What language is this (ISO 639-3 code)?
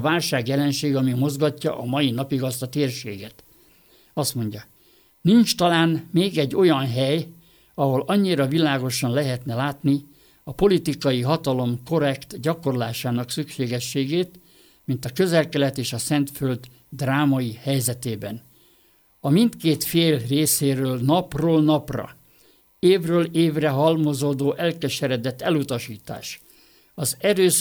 hun